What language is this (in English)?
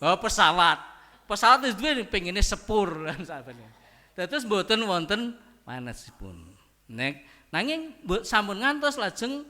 Javanese